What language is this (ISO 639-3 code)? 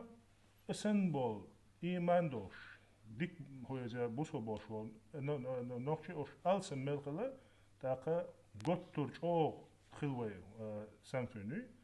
che